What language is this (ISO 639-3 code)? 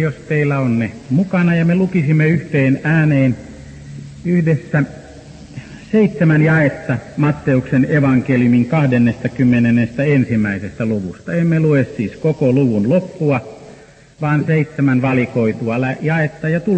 fin